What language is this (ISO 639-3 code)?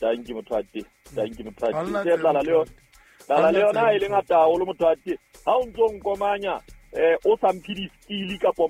sot